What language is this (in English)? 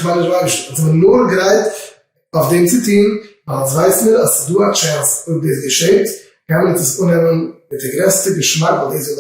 Yiddish